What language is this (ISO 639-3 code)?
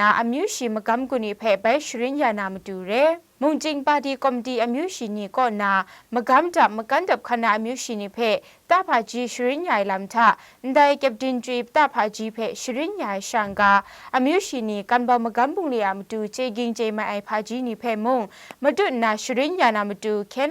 kac